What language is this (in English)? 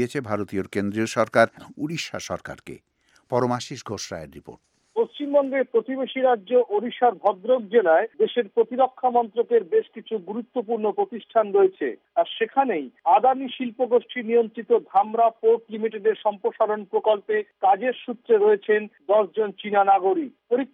Bangla